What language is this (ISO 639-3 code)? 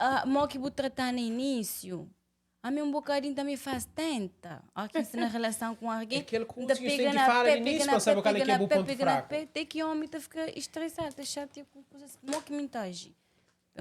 kea